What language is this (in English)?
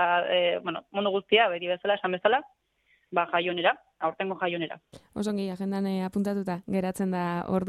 Basque